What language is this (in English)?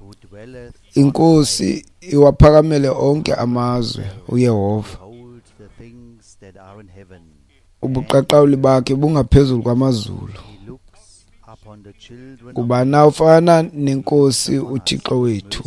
Xhosa